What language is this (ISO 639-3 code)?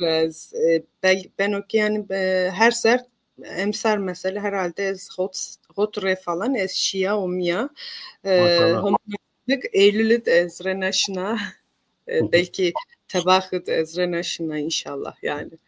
zza